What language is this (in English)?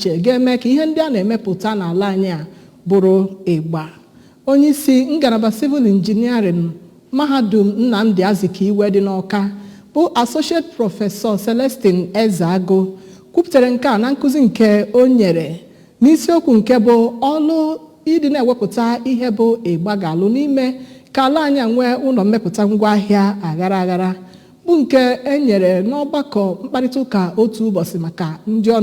Igbo